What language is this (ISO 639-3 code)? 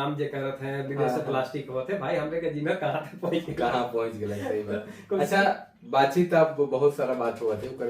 sck